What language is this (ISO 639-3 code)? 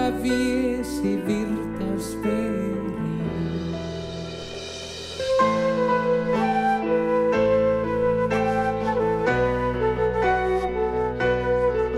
fin